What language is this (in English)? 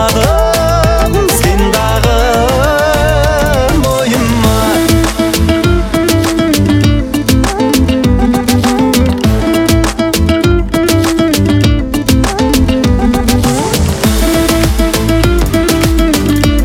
Kazakh